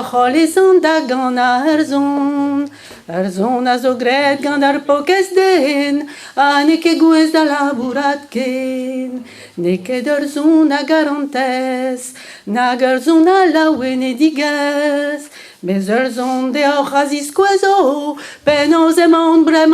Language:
Breton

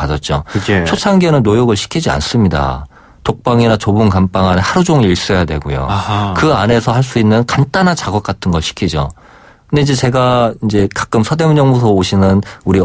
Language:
Korean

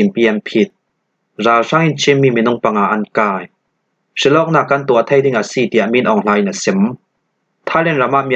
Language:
Hakha Chin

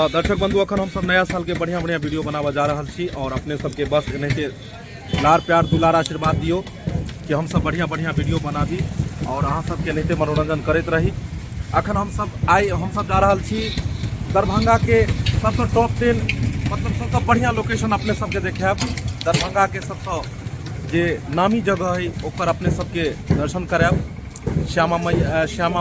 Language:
Maithili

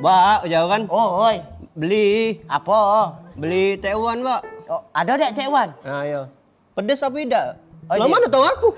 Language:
Musi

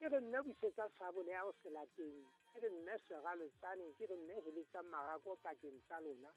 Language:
Southern Sotho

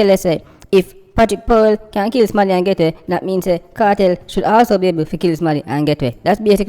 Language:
Jamaican Creole English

